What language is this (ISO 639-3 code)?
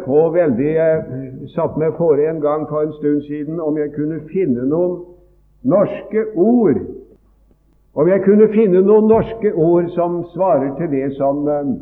nor